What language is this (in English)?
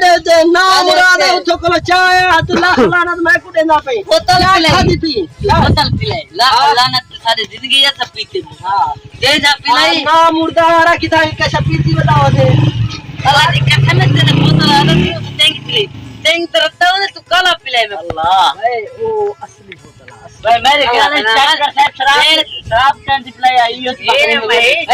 Saraiki